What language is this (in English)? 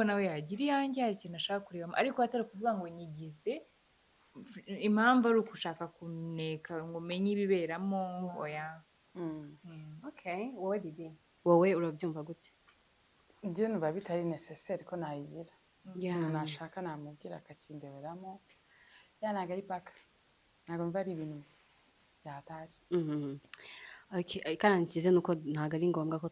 Kinyarwanda